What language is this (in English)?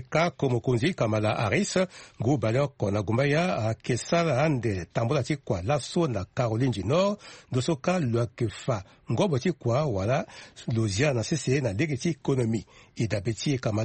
Sango